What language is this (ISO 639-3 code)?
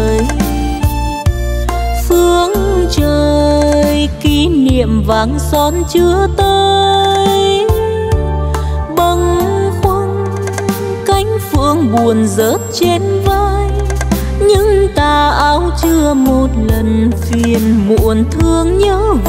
vie